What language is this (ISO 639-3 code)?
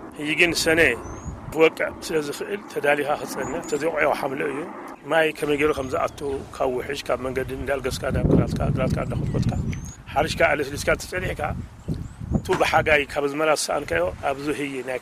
tir